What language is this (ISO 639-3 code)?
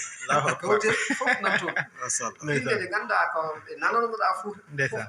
ful